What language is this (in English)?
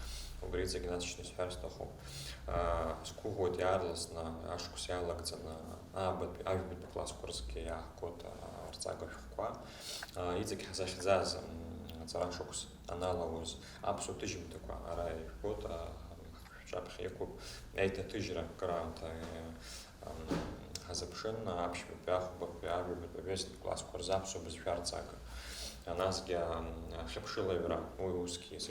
Abkhazian